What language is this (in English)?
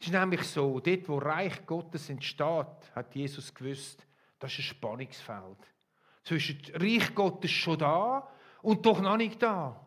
Swiss German